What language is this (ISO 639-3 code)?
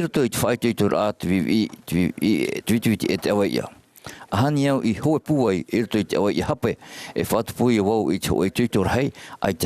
tah